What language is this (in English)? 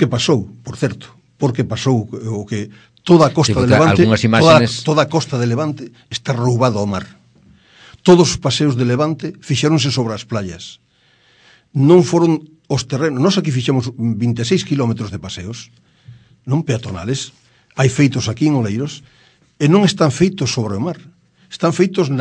Galician